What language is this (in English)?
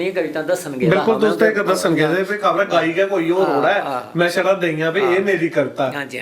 Dogri